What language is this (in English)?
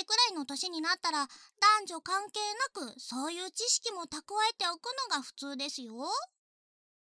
Japanese